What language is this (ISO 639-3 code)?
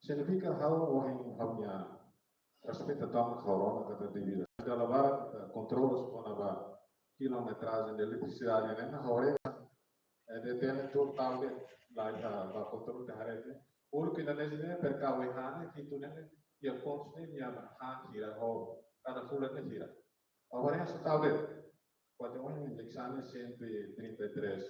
tet